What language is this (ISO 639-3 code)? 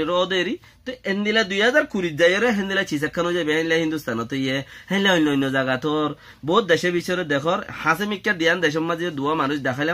rhg